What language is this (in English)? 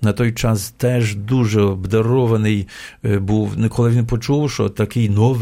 Ukrainian